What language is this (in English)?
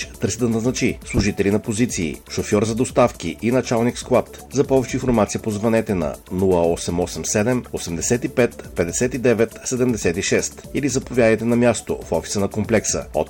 Bulgarian